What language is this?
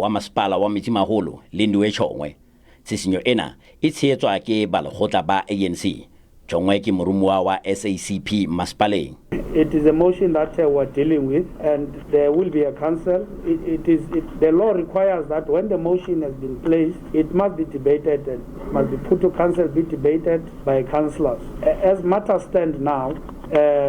Southern Sotho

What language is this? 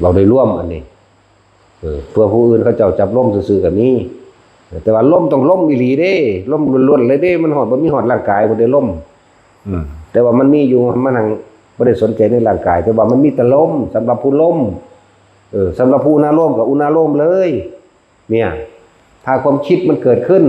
Northeastern Thai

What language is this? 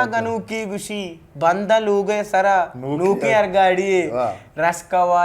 Eastern Balochi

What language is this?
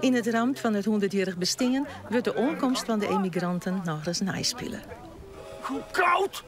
Western Frisian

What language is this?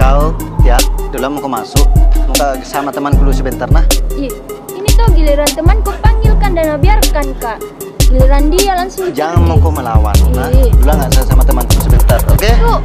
Makassar Malay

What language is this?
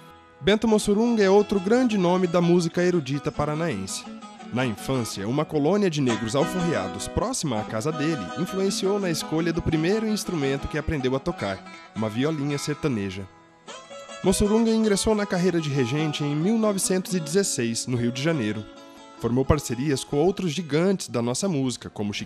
Portuguese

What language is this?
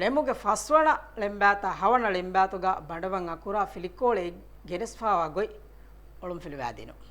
Divehi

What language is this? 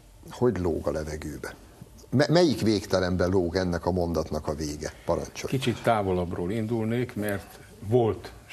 Hungarian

